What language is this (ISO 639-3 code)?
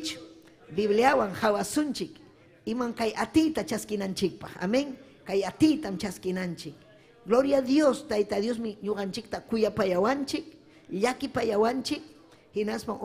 quy